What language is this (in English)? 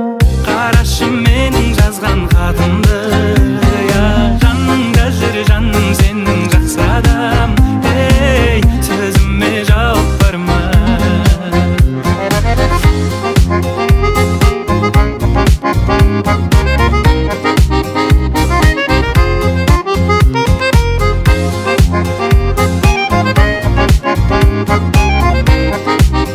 Kazakh